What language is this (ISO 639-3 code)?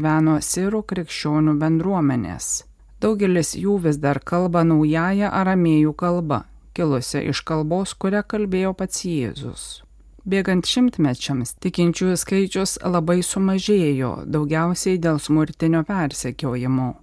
lit